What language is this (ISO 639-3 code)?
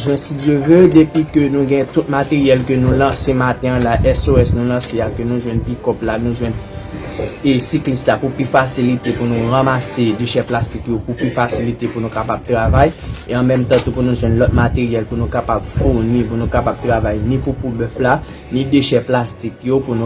hat